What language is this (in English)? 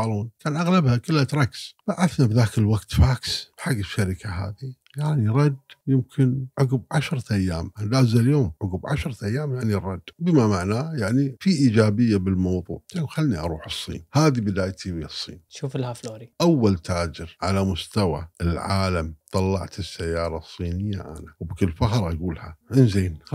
Gulf Arabic